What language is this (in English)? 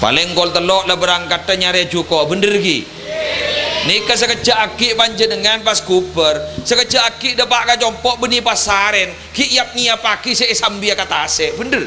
Madurese